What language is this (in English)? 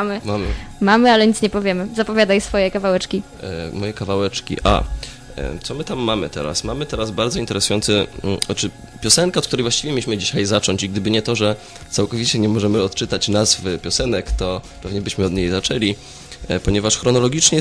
Polish